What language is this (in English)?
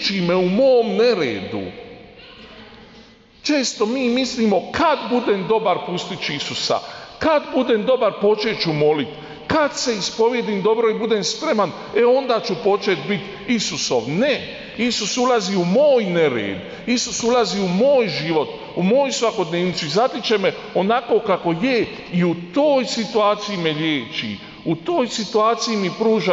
Croatian